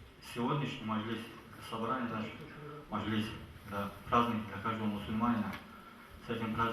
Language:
Kumyk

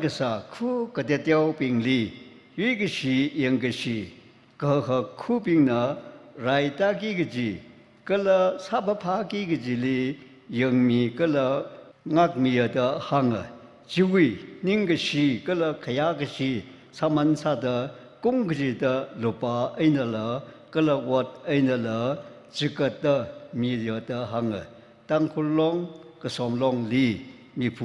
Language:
Tangkhul Naga (India)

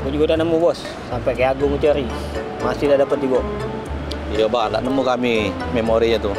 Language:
Musi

